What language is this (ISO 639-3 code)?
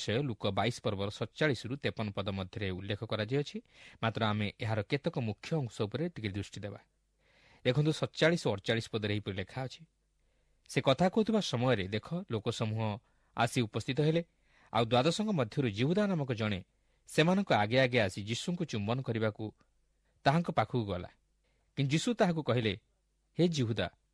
ori